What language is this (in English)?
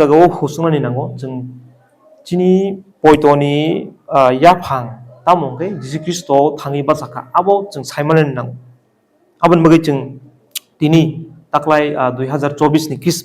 Kok Borok